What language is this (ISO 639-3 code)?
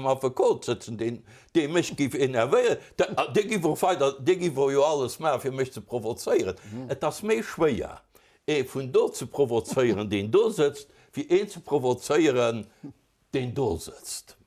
ltz